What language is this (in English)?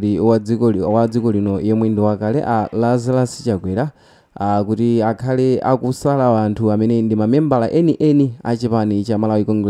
Nyanja